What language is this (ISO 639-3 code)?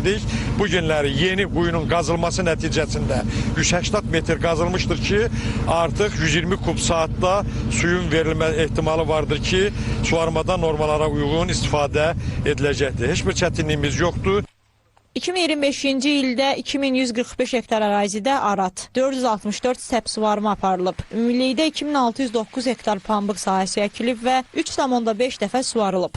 aze